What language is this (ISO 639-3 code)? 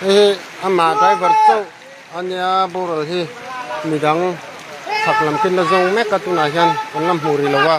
lus